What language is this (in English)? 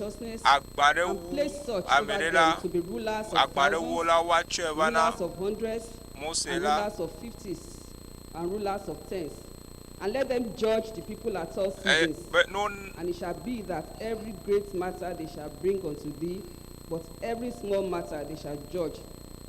Ewe